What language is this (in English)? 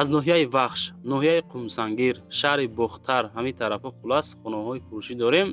Tajik